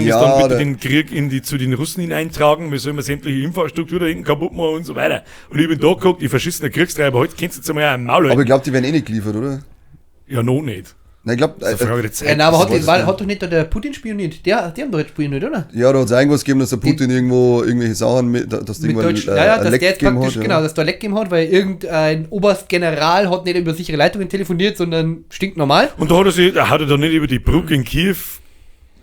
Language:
Bavarian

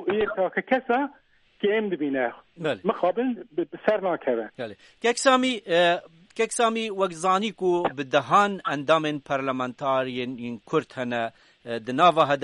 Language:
Kurdish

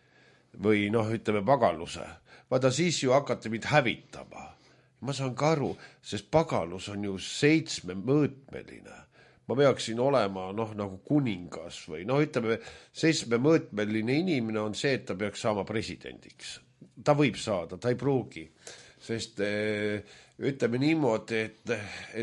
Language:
Estonian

